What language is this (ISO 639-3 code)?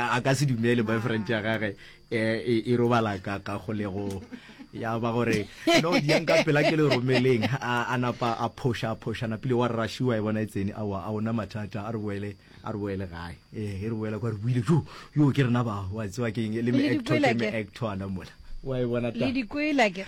nso